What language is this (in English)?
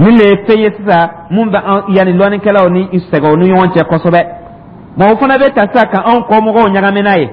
Dyula